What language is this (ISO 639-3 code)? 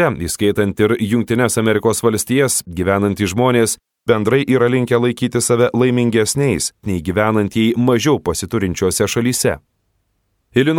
lit